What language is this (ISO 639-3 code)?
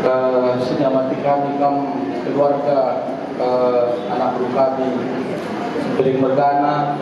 btx